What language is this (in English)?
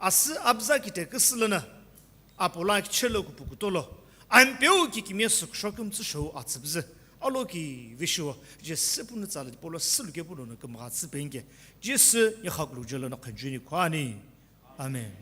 Sumi Naga